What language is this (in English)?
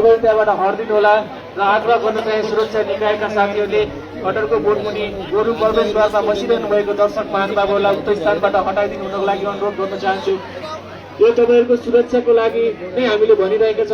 Nepali